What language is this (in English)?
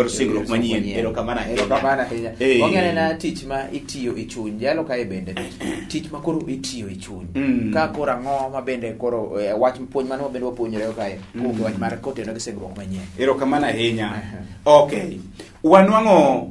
Luo (Kenya and Tanzania)